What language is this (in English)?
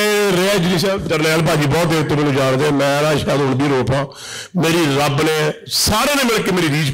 Punjabi